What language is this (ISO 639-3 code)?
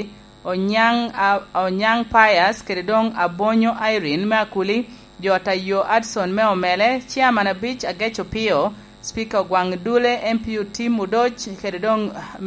laj